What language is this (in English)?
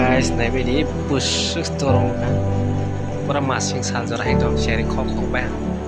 Kok Borok